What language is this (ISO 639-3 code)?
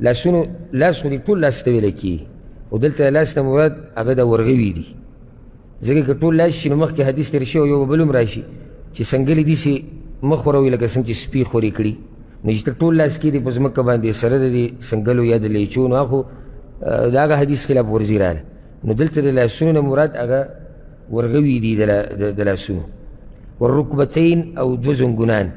pus